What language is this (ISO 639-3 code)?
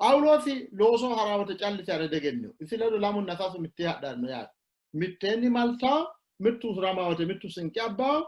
sid